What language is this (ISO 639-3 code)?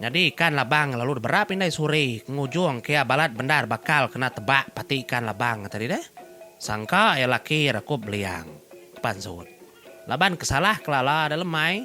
iba